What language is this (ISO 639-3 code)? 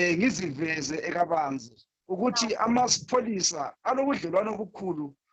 zul